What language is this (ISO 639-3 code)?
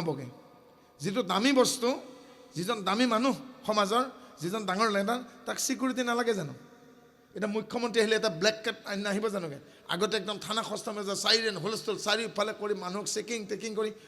asm